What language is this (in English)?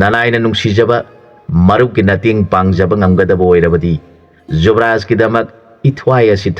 Manipuri